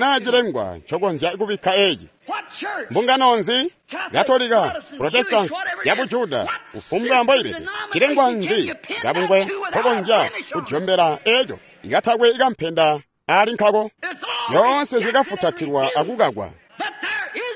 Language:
Tonga (Zambia)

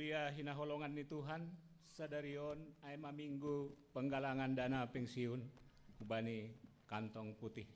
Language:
Batak Simalungun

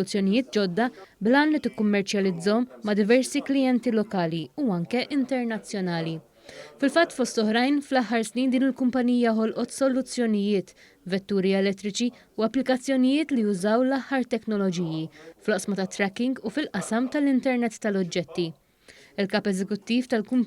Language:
Maltese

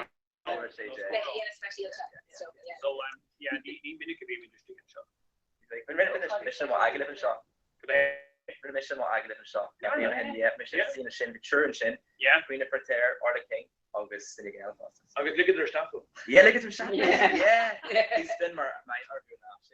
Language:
Irish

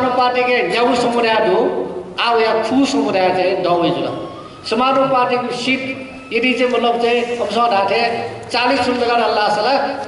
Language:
Newari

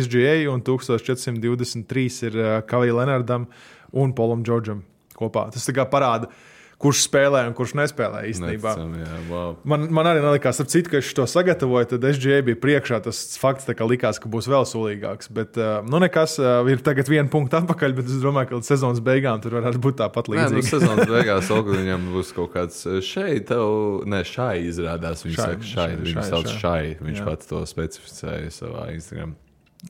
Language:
Latvian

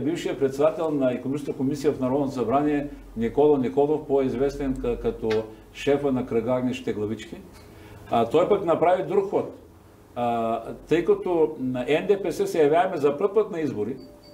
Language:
Bulgarian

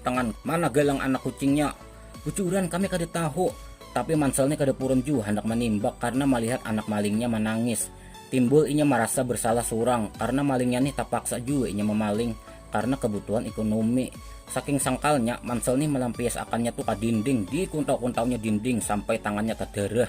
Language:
Banjar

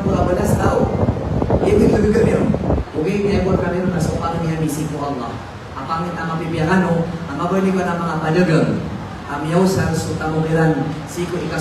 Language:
Maranao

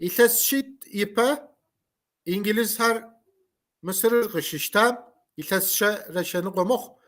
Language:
Kabardian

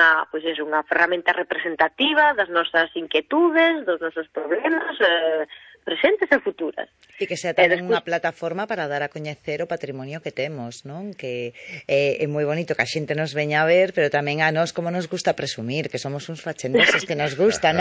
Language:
Galician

